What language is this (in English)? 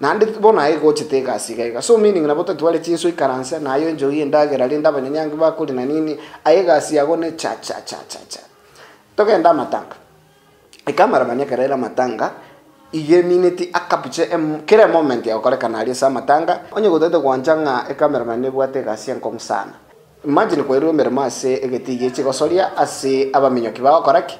Gusii